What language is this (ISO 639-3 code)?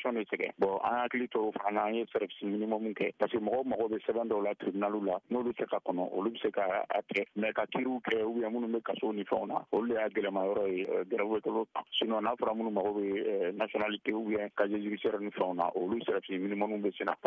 bam